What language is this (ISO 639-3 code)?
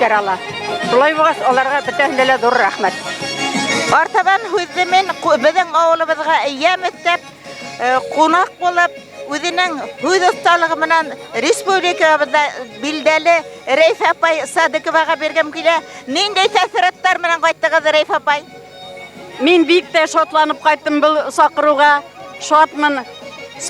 bak